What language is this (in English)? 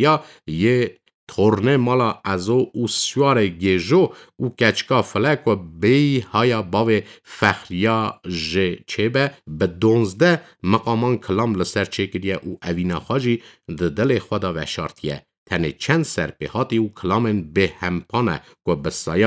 Kurdish